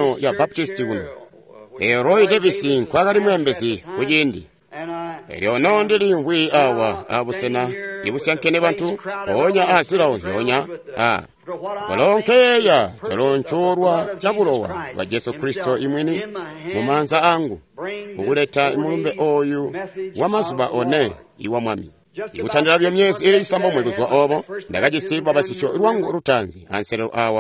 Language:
Tonga (Zambia)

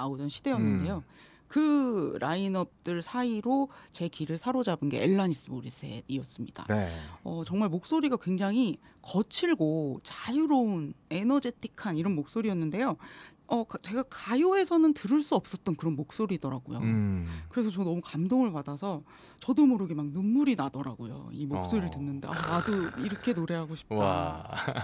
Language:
Korean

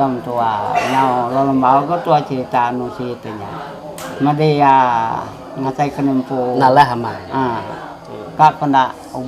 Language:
Iban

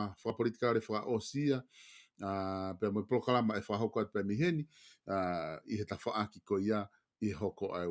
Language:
Tongan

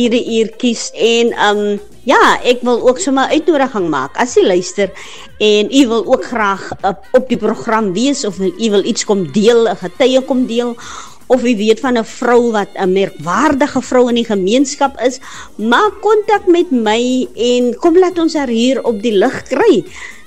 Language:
Afrikaans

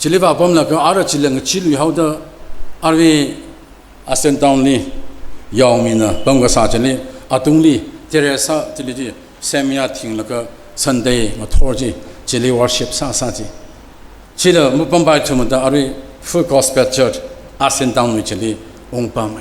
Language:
Tangkhul Naga (India)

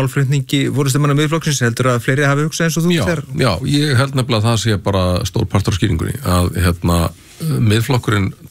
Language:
Icelandic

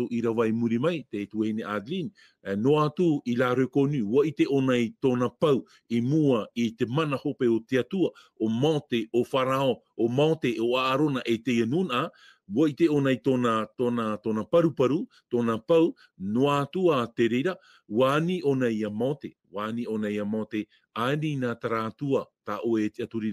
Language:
Tahitian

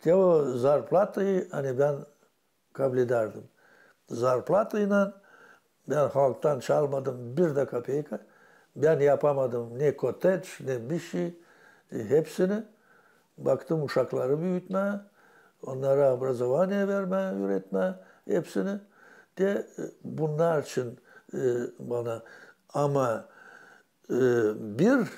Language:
Gagauz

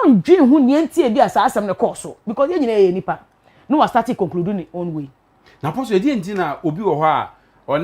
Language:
Akan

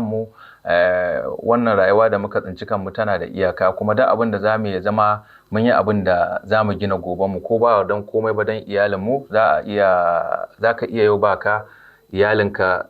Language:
Hausa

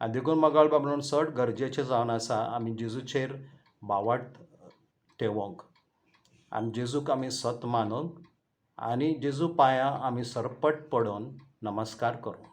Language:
Konkani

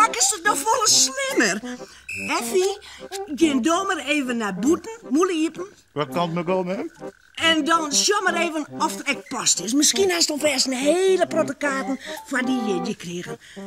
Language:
Western Frisian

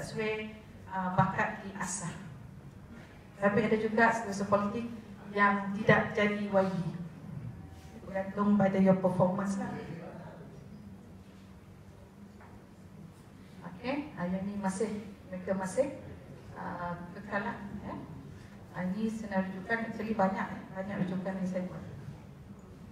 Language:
Malay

